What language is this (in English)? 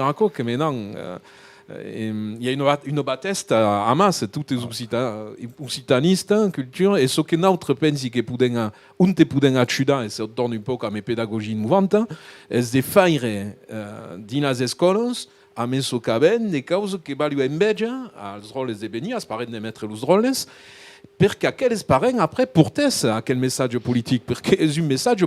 Occitan